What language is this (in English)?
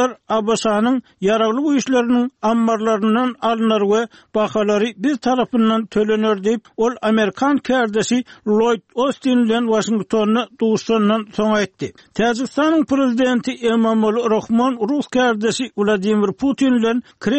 Turkmen